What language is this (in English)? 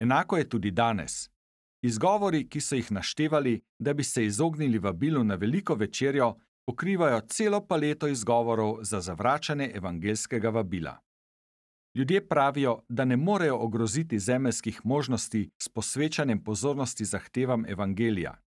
Slovenian